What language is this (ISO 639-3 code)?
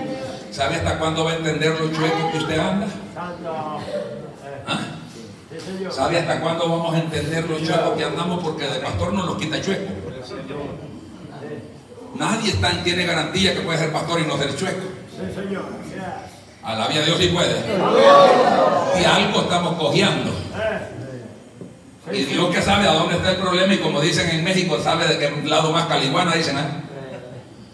spa